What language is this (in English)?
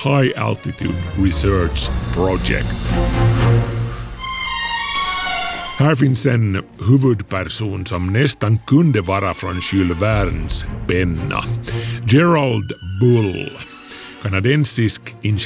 Swedish